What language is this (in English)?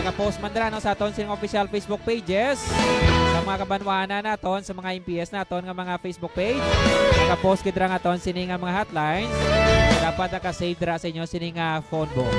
Hiligaynon